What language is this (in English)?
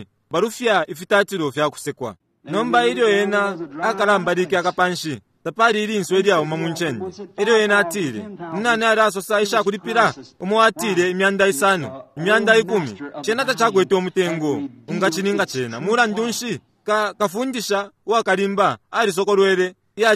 Bemba